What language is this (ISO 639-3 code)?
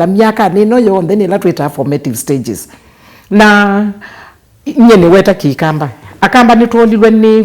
kam